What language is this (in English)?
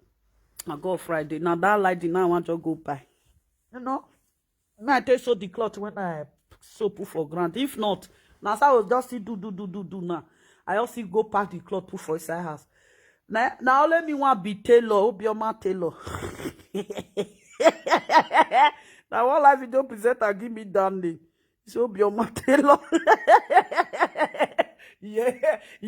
Nigerian Pidgin